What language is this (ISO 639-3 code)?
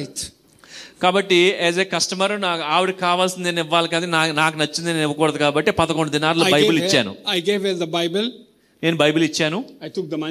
tel